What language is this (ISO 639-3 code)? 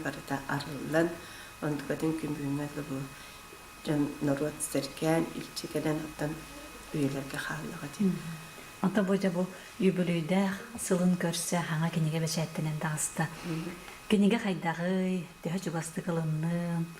sah